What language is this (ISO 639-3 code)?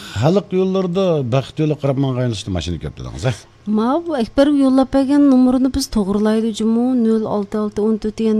uig